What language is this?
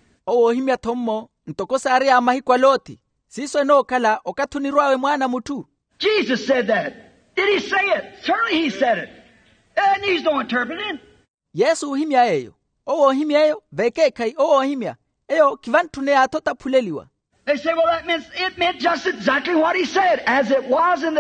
Makhuwa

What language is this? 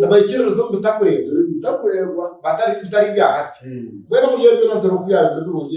Nyankole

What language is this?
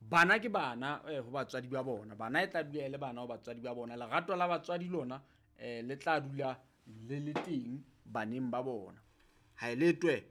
Southern Sotho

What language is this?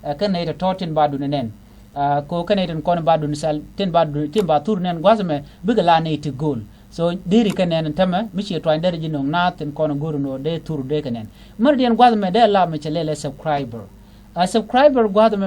Nuer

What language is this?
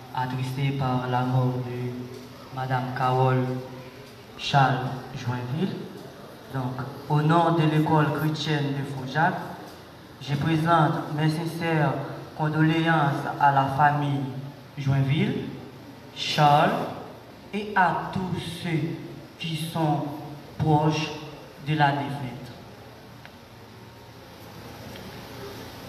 French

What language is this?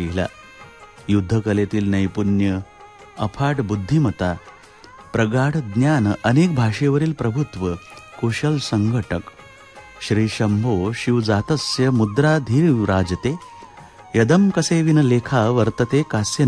Marathi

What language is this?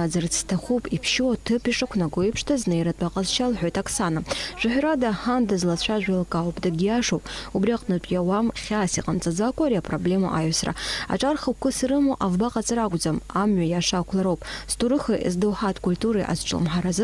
Abkhazian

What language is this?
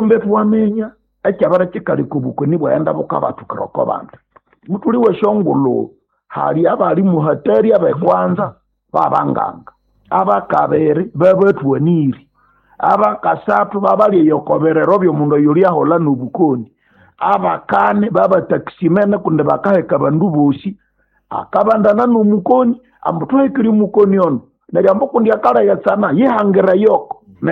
Nande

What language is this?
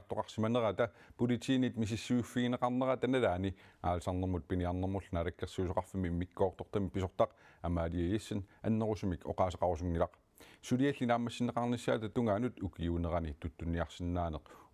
Kalaallisut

